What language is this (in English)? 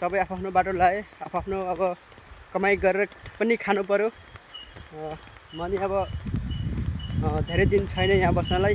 Nepali